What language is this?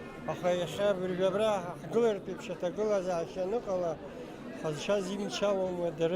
Abkhazian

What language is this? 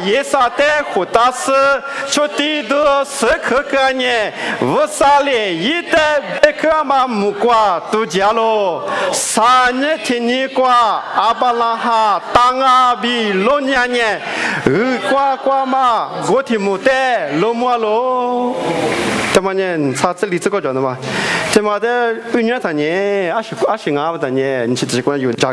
Lisu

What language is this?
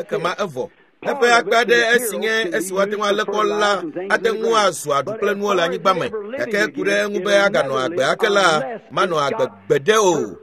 Ewe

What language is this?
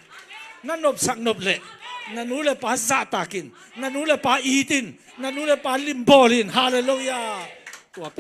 Tedim Chin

